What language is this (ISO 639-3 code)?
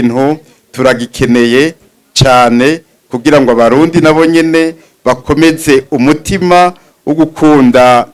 run